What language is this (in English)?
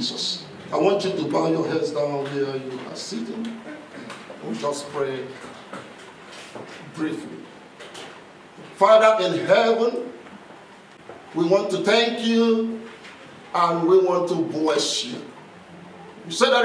English